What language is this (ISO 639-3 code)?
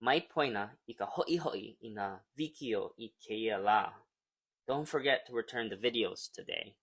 haw